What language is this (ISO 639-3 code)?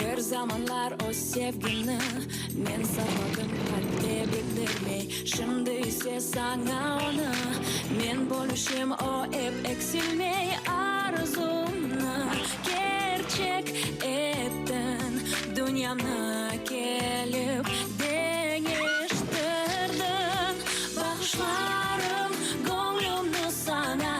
crh